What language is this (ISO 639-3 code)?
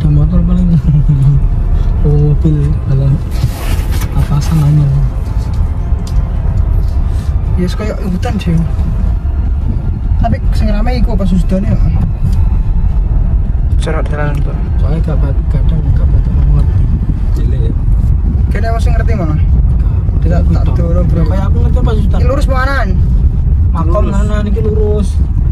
ind